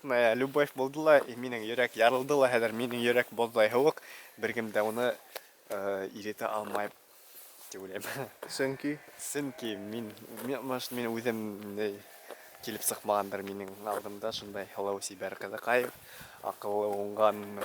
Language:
Bashkir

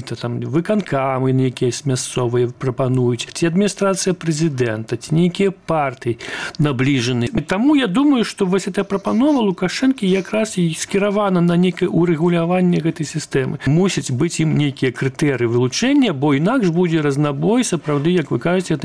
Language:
Belarusian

